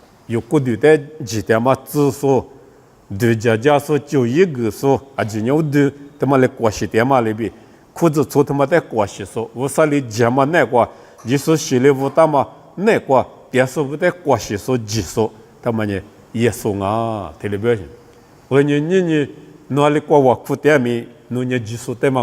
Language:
Lisu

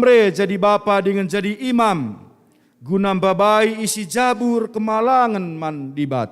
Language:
Batak Karo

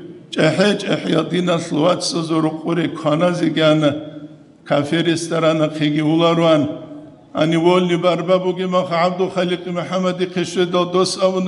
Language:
Avaric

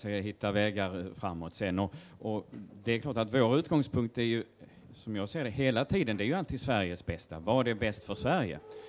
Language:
Swedish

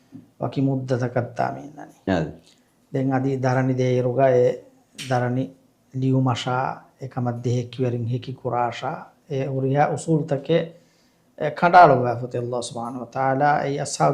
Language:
Divehi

